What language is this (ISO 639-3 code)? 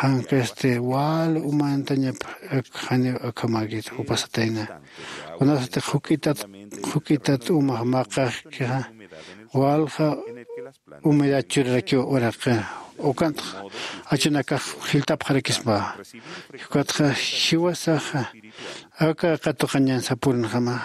aym